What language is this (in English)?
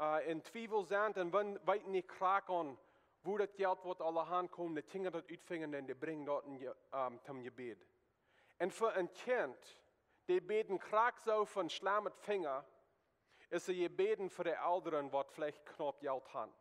Plautdietsch